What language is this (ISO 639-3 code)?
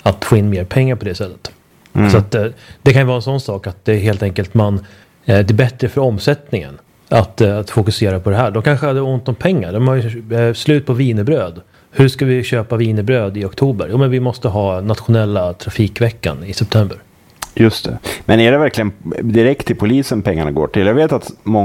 swe